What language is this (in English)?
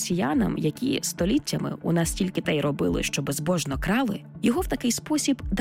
Ukrainian